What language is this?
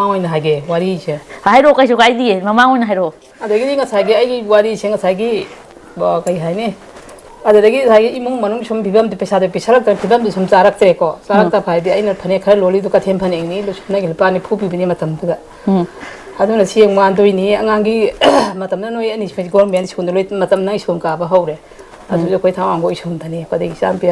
Manipuri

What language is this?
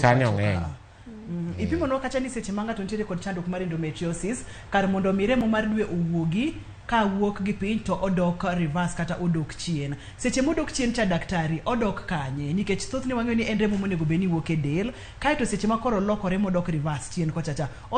Luo (Kenya and Tanzania)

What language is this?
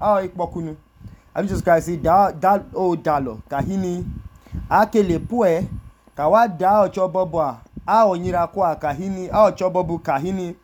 Idoma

